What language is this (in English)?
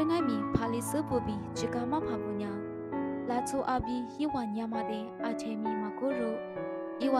Lisu